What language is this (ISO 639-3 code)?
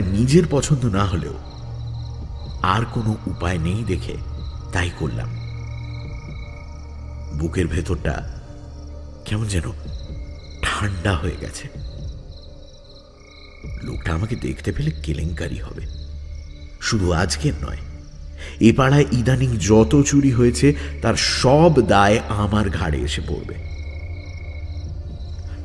ben